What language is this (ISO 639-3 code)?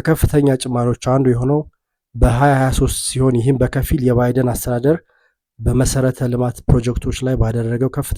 amh